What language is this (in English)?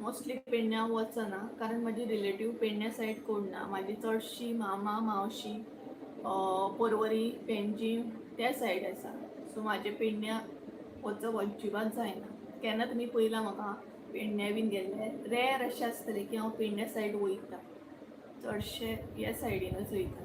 Konkani